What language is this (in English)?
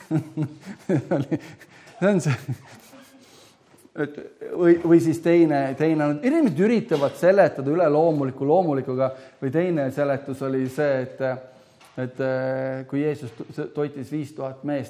Estonian